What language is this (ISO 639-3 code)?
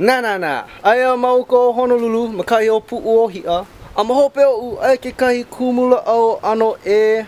haw